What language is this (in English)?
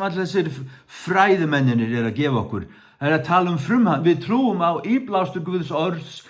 Faroese